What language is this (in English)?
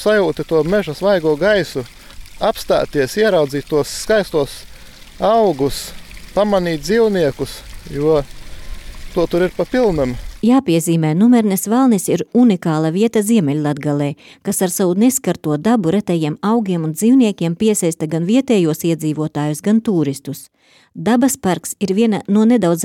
Latvian